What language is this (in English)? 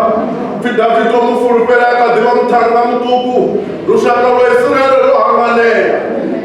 Venda